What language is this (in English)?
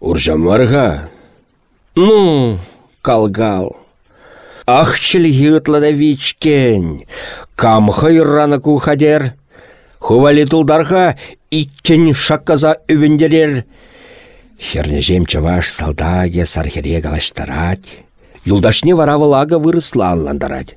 Chuvash